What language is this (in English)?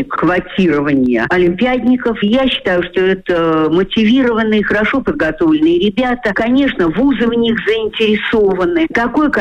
Russian